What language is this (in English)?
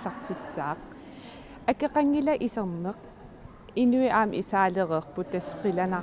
Kalaallisut